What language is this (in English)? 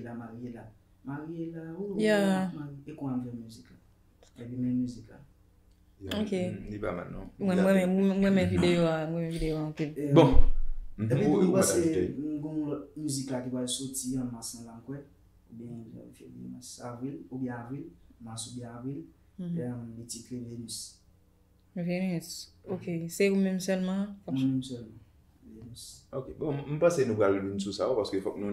Haitian Creole